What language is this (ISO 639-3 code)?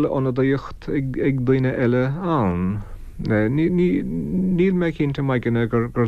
gle